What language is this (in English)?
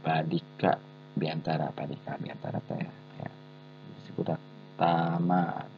Sundanese